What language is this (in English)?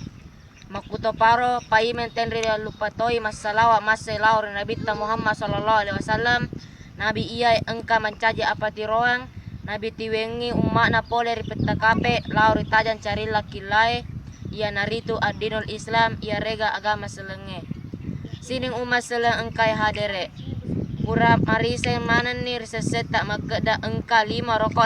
Buginese